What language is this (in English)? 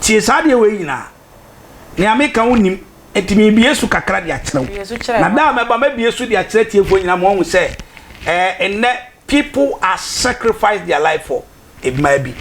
Akan